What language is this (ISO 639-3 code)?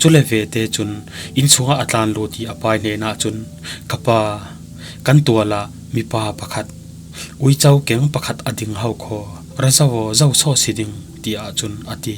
cfm